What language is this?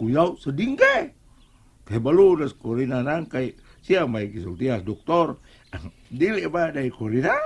Cebuano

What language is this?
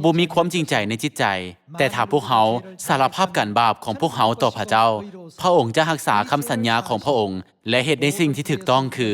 Lao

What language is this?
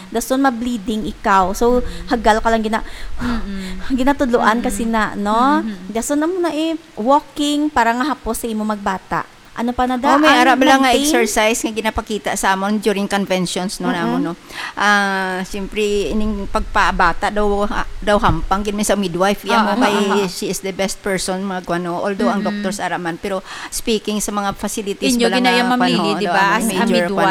Hiligaynon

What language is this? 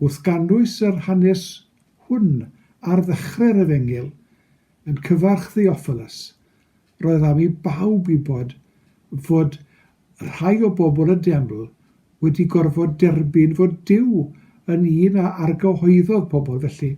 Welsh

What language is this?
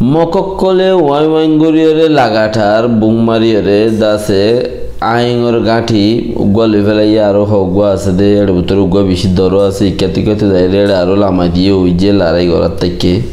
Rohingya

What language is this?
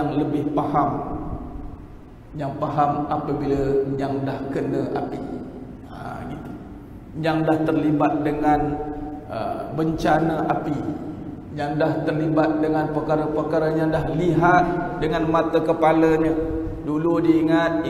Malay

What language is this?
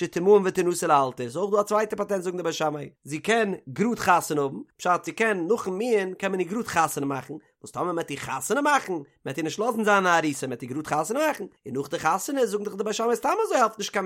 Yiddish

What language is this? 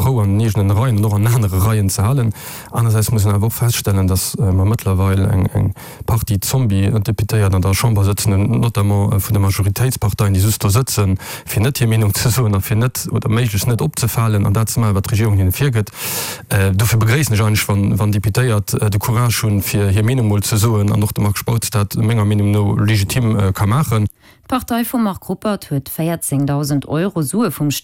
Luxembourgish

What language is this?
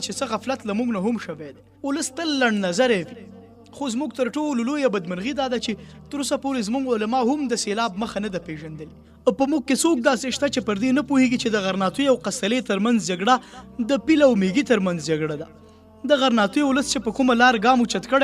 Pashto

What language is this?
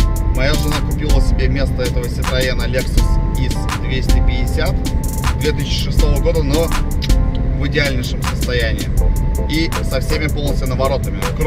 Russian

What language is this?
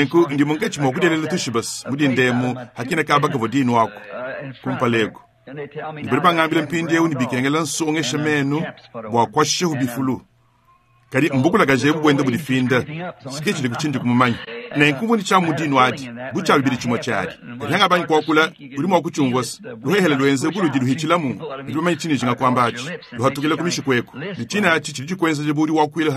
Luba-Lulua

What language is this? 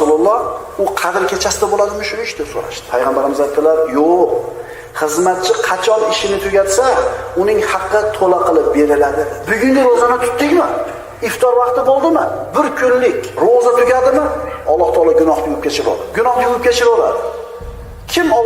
Uzbek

